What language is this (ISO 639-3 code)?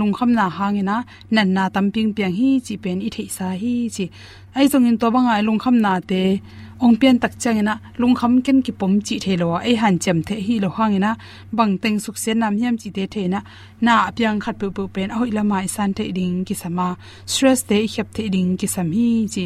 ctd